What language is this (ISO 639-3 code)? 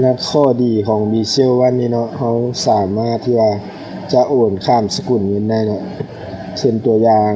lao